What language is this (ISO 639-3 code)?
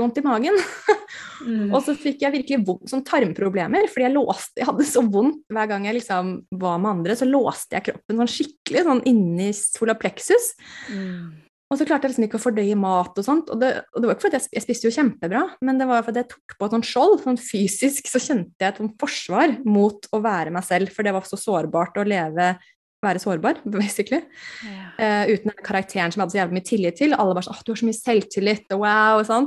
nor